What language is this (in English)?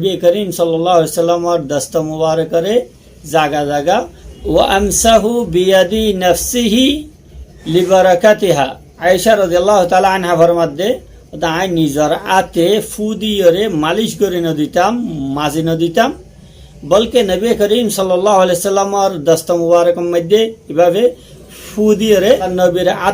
Rohingya